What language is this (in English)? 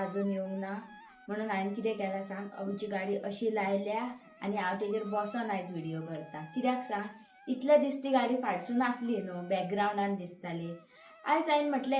Konkani